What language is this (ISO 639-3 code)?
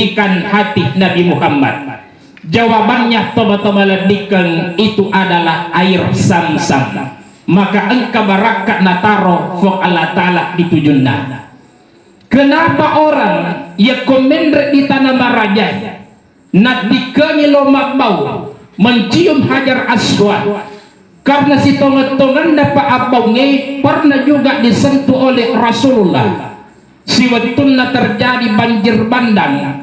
bug